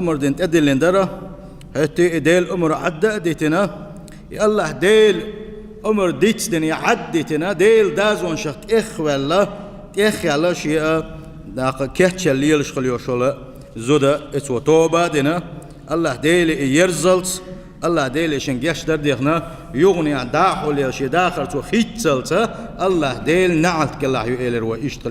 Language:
Chechen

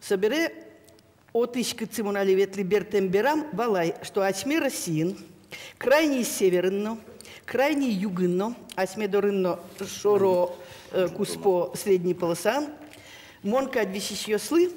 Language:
Udmurt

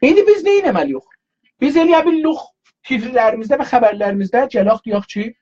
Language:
South Azerbaijani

